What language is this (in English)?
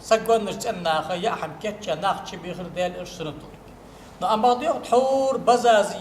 Ingush